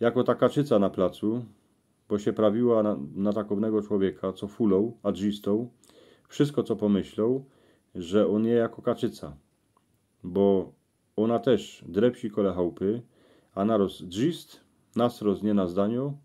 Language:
Silesian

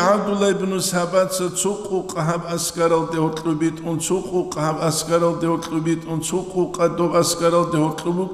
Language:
Avaric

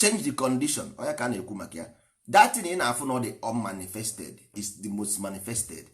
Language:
Igbo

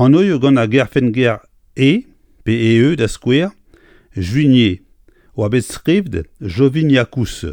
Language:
Breton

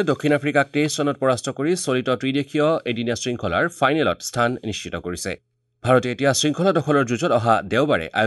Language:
Assamese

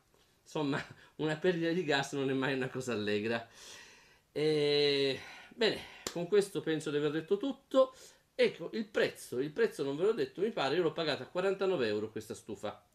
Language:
Italian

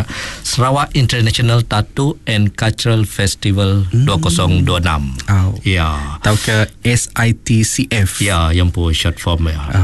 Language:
Iban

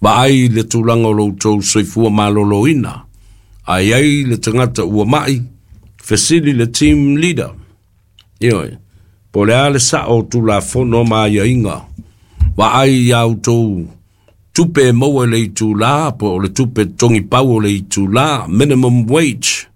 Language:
Samoan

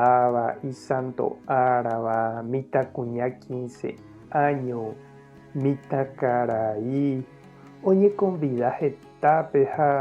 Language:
Guarani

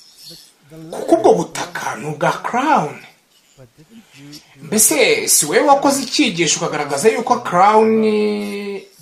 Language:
Kinyarwanda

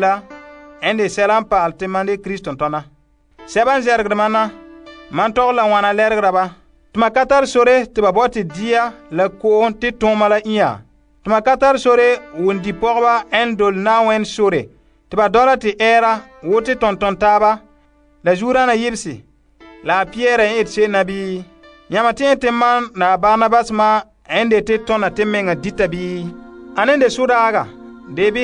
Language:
Frafra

